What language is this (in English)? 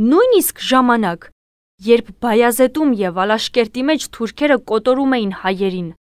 Armenian